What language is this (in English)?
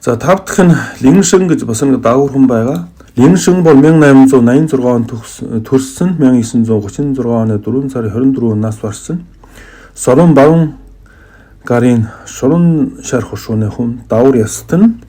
Mongolian